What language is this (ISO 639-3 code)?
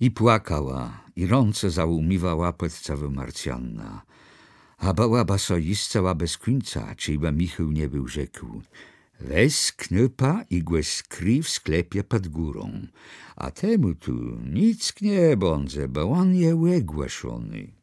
csb